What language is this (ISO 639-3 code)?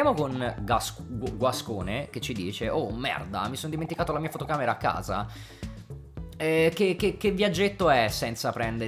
ita